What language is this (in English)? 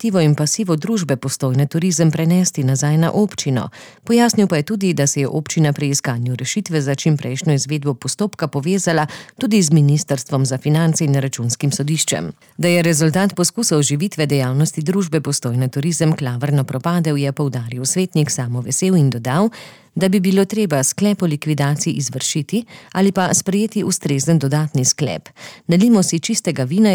Slovenian